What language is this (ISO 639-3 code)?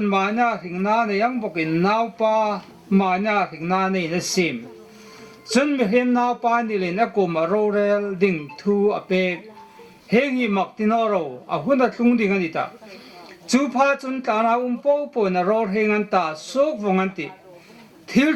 hmr